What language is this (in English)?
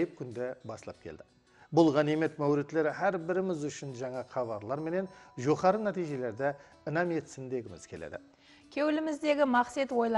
Kara-Kalpak